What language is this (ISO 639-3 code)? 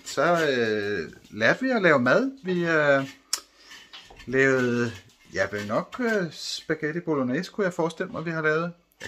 dan